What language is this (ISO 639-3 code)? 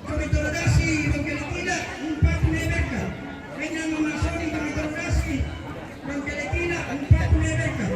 sda